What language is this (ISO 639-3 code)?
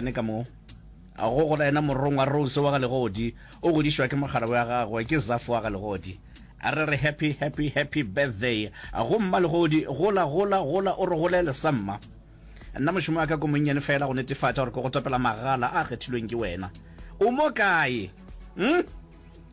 nso